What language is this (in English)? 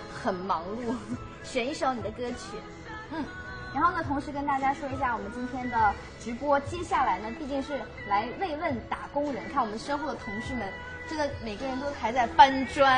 Chinese